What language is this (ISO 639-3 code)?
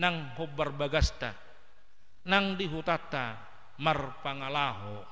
bbc